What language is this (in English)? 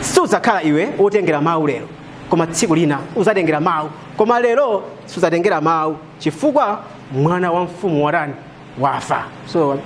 Nyanja